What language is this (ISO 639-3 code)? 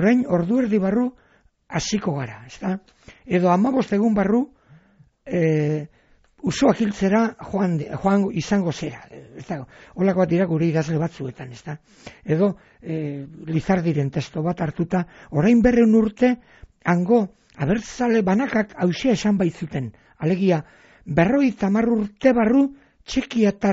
eus